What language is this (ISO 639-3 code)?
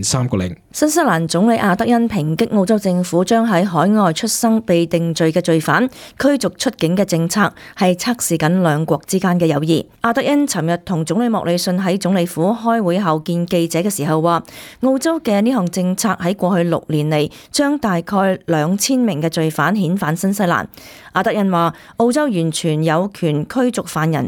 yue